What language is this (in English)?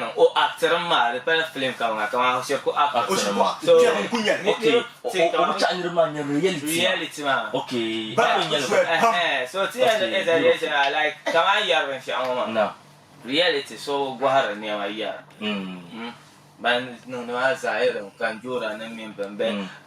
Dagbani